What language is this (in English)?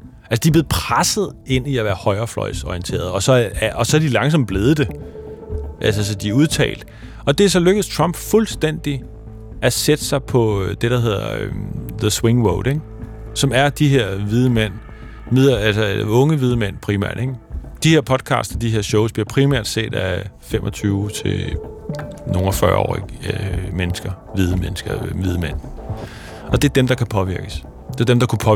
Danish